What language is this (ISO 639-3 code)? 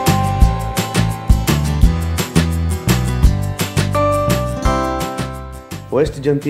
ben